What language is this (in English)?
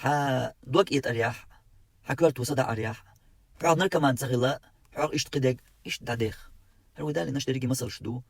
Chechen